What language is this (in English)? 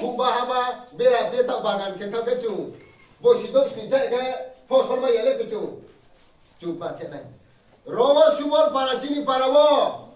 Riang (India)